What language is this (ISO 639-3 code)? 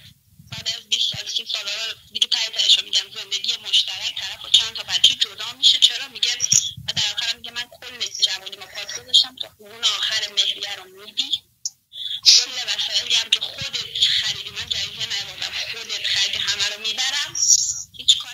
fas